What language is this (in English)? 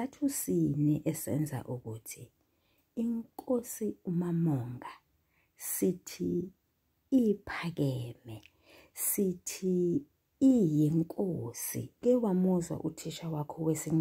Zulu